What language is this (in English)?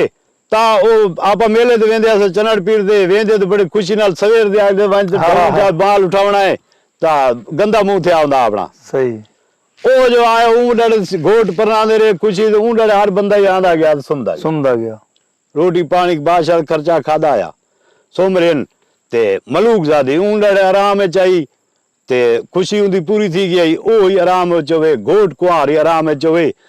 Saraiki